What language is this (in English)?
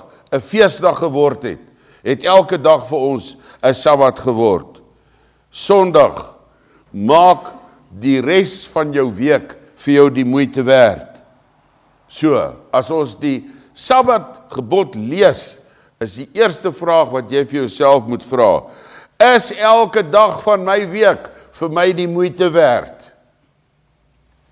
Afrikaans